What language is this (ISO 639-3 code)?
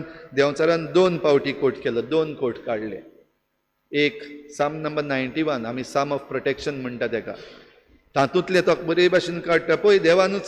kok